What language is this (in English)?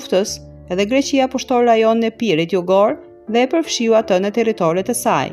Albanian